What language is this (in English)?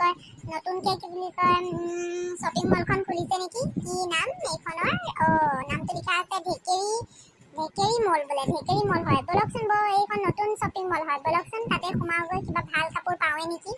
Assamese